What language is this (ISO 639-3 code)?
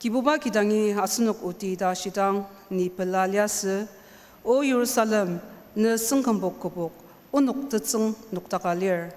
njo